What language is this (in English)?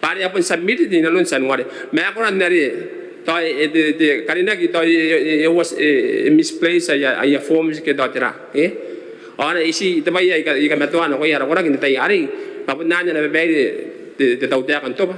Gilbertese